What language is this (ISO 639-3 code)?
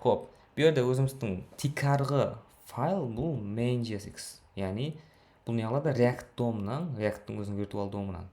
kaa